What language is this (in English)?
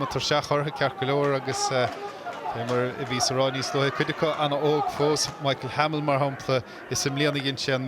Irish